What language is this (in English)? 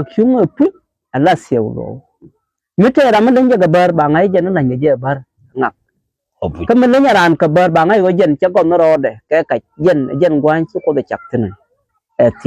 Nuer